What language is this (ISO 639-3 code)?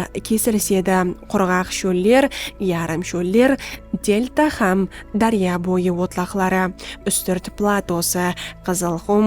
kaa